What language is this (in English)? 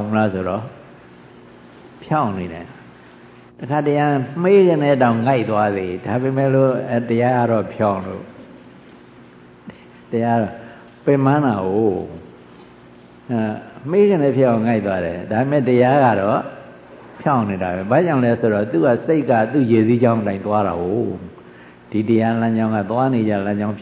Burmese